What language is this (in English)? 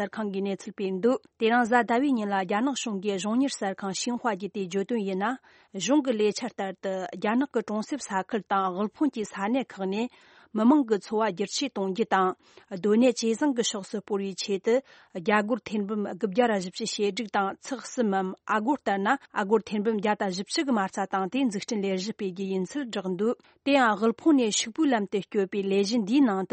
Tibetan